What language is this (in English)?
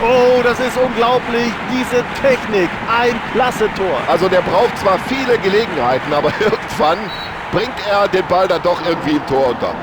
Bavarian